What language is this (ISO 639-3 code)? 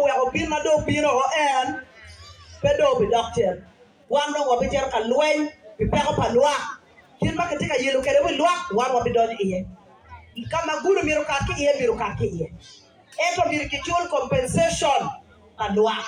ach